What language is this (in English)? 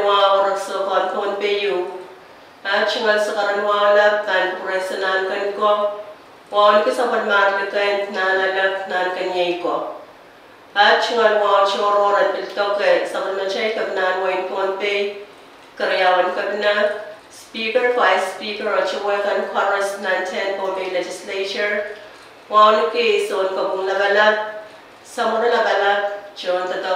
Pohnpeian